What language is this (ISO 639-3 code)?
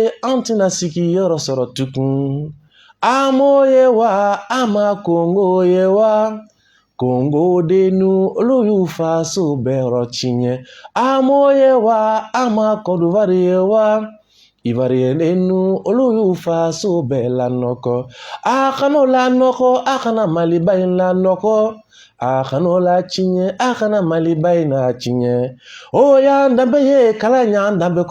bam